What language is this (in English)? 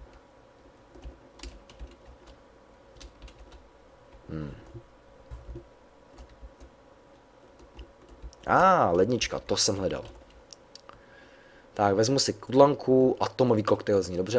Czech